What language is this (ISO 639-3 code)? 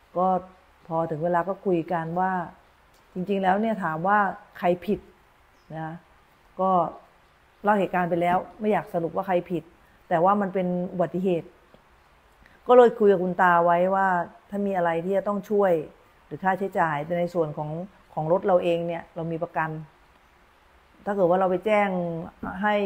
tha